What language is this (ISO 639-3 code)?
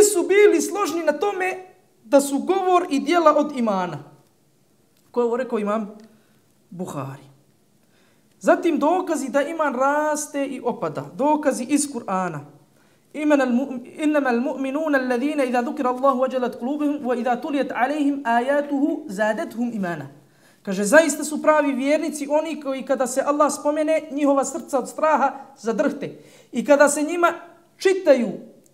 bos